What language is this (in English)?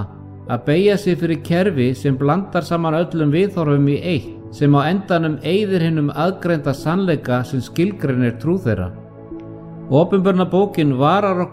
Icelandic